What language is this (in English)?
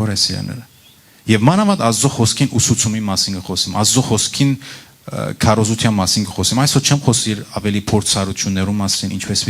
Western Armenian